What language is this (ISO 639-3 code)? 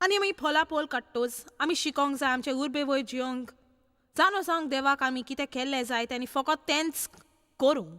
kok